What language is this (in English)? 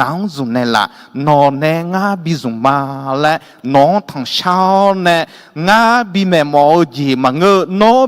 Akha